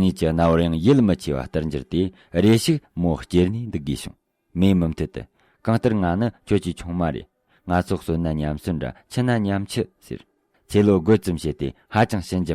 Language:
Tibetan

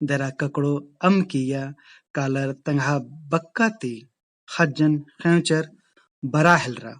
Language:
Kurukh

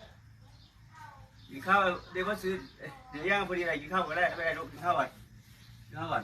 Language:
Lao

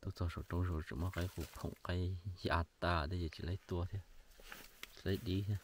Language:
Hmong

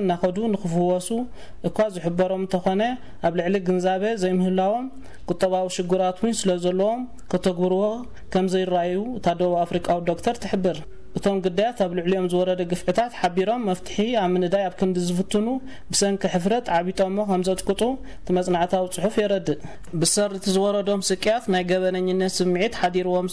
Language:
Tigrinya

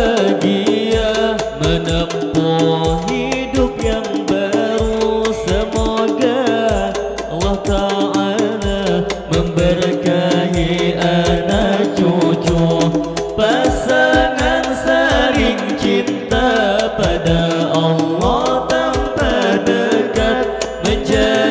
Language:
Banjar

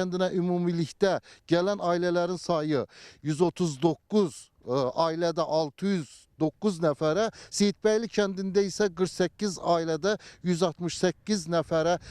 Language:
Azerbaijani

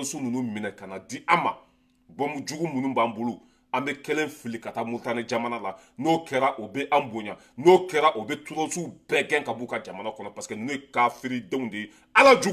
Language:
Bambara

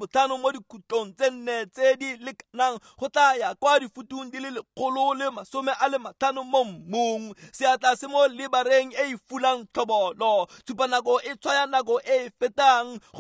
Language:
Tswana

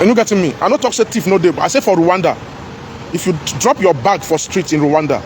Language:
Nigerian Pidgin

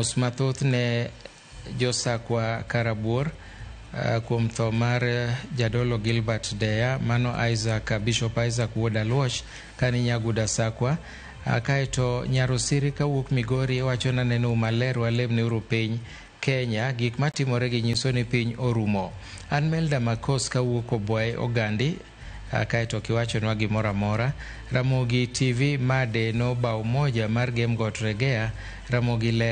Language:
Luo (Kenya and Tanzania)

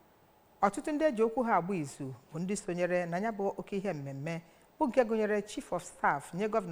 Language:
Igbo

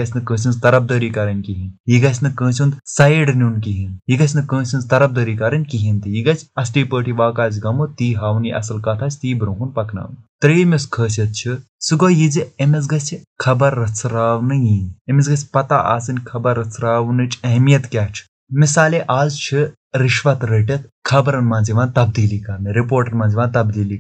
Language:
Kashmiri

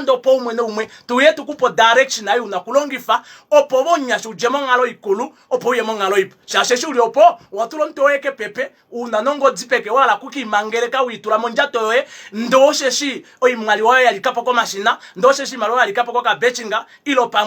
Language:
Kuanyama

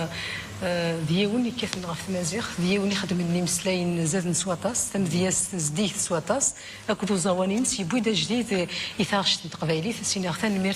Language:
Kabyle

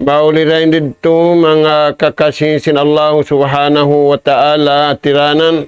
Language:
Tausug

